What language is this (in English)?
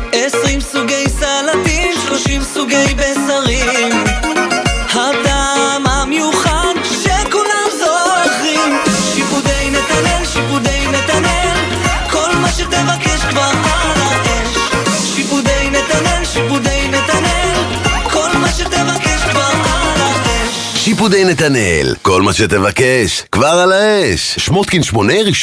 Hebrew